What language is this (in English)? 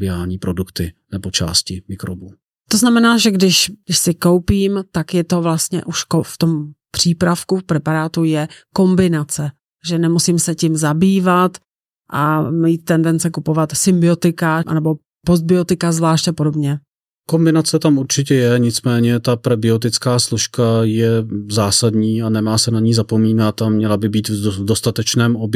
Czech